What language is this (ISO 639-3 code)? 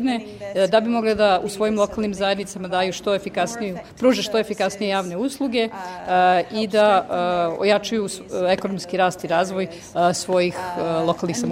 srp